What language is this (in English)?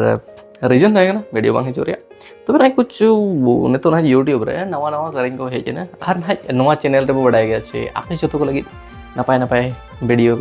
Santali